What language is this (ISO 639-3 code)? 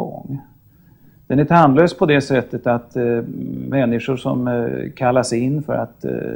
swe